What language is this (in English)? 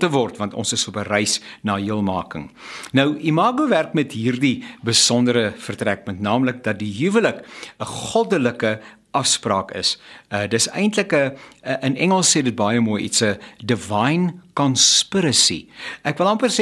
Afrikaans